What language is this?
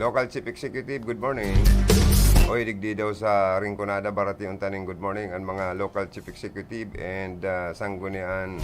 Bikol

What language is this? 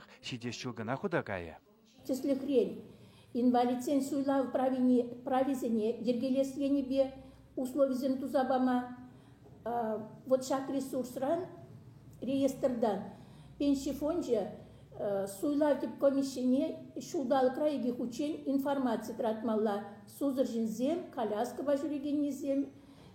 Chuvash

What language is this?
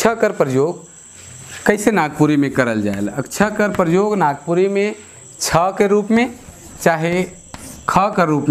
Sadri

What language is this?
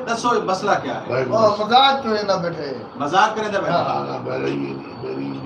Saraiki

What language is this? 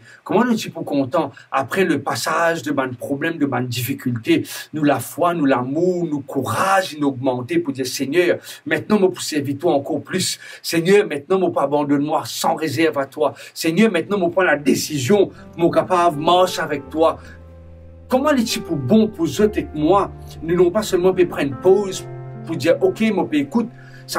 Morisyen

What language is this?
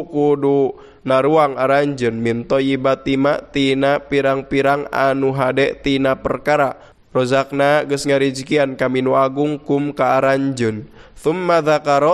Sundanese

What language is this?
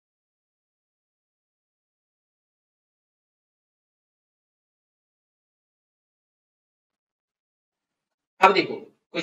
Hindi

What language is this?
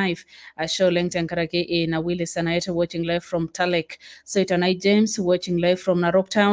Masai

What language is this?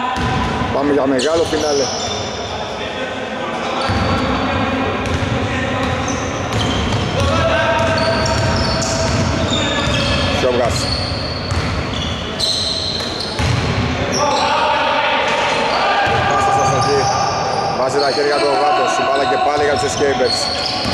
Greek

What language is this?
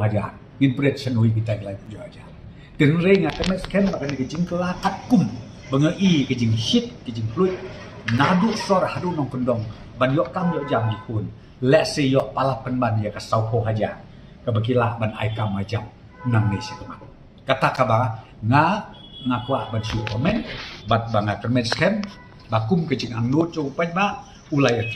Khasi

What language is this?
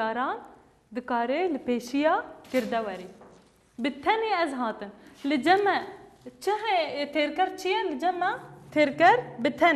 Kurdish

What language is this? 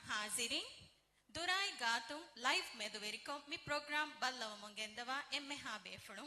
Divehi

